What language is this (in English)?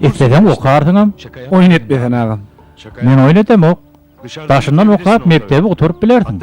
Turkmen